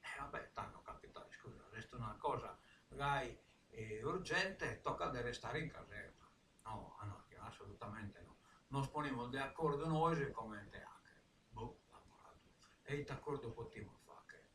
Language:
Sardinian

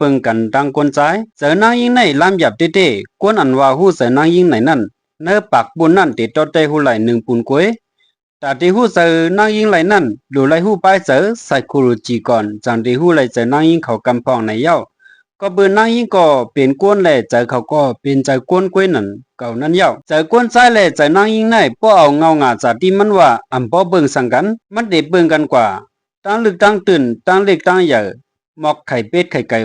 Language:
Shan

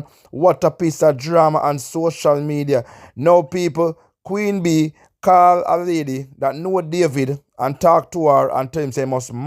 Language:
Jamaican Creole English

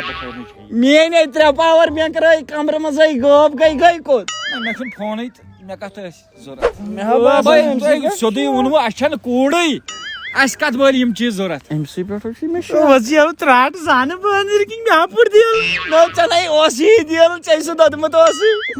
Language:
Kashmiri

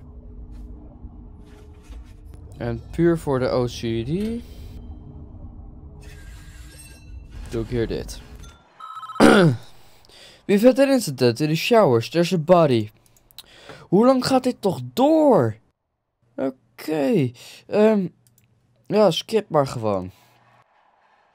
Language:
Dutch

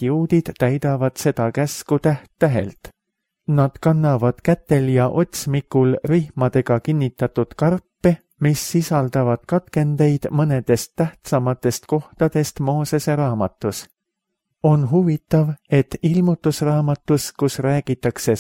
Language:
Estonian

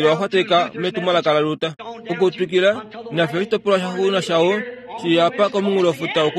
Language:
Kuanyama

